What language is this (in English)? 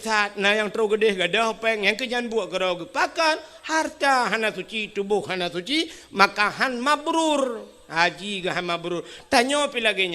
Achinese